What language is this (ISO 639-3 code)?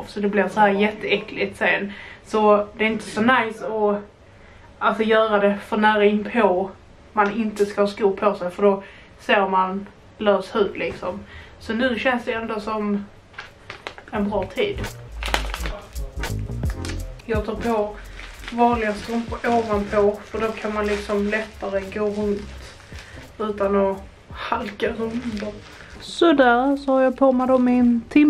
swe